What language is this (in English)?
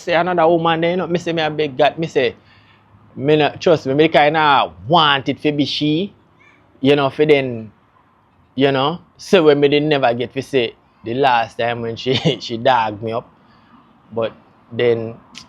Jamaican Creole English